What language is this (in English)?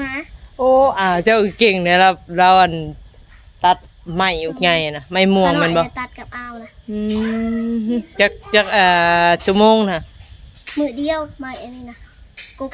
Northeastern Thai